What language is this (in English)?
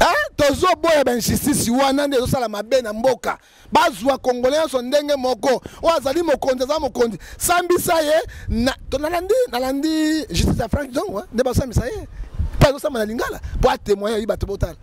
Lingala